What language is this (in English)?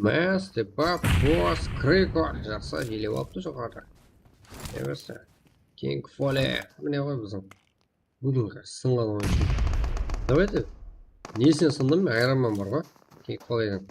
Kara-Kalpak